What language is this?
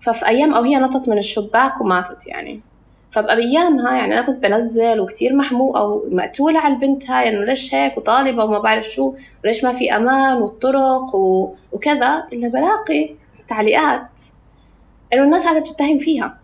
North Levantine Arabic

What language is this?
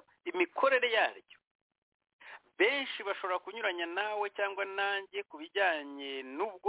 Kinyarwanda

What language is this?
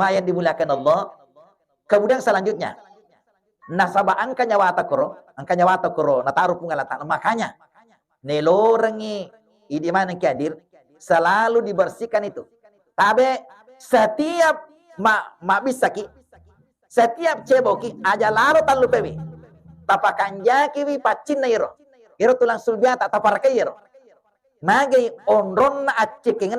Buginese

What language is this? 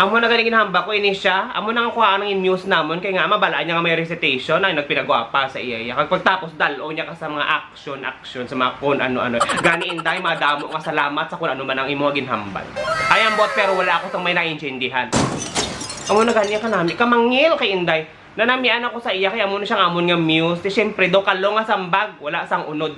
Hiligaynon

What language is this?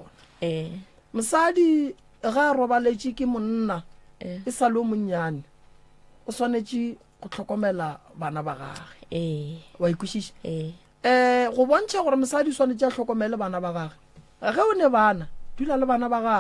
Northern Sotho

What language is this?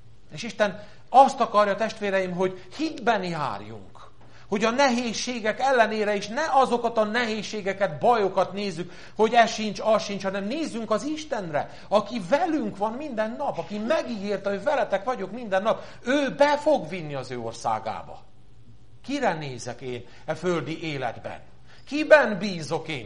Hungarian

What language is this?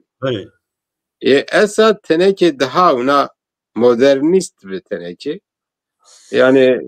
Zaza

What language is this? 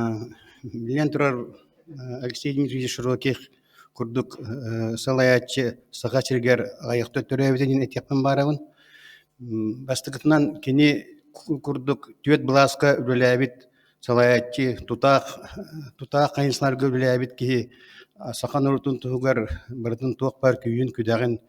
Yakut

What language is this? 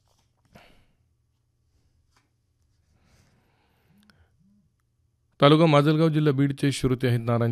Marathi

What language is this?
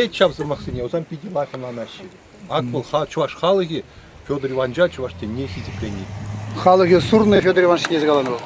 Chuvash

